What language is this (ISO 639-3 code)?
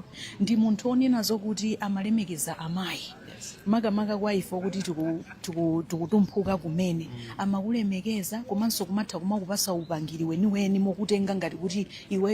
nya